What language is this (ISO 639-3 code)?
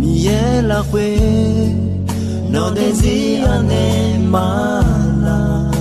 ahk